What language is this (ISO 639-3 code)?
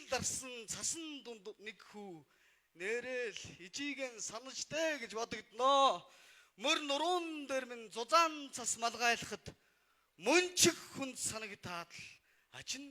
mon